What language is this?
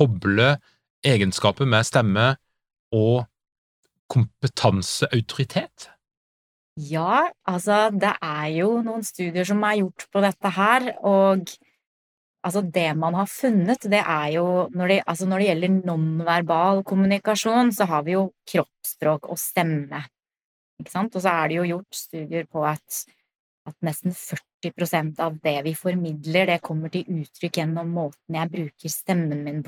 Norwegian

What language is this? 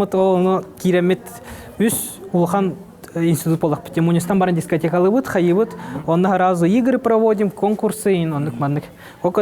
Yakut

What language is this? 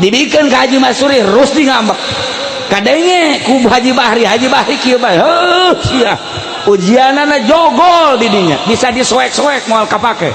Sundanese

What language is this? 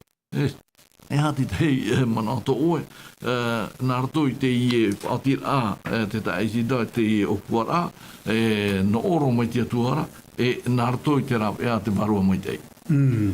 Tahitian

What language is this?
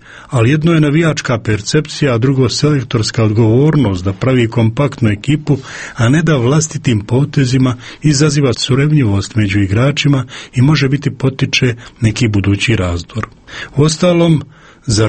Croatian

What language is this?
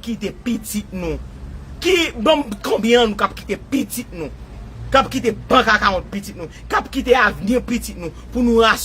Haitian Creole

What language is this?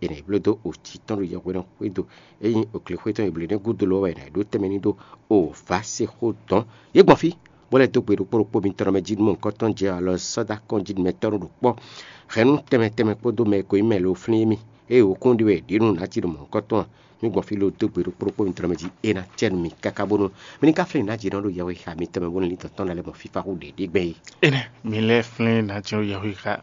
Fon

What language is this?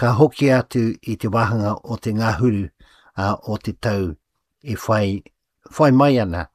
Māori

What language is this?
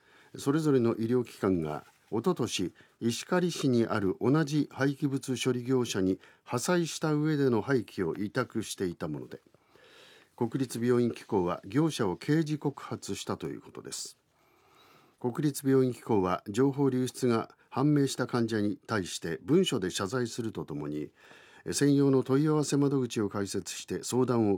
Japanese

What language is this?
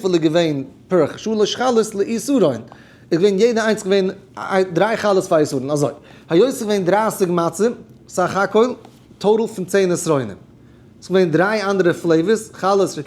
Yiddish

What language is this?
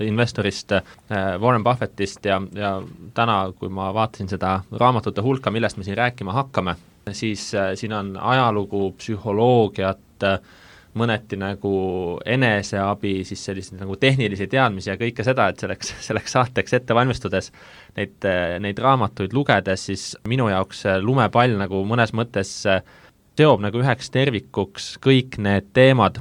Estonian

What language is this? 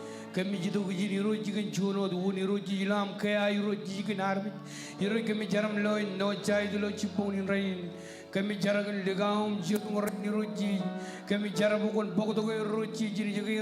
Marshallese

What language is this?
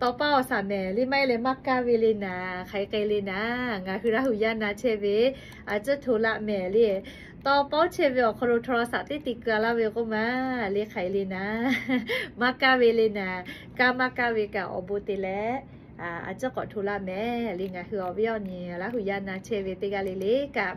Lahu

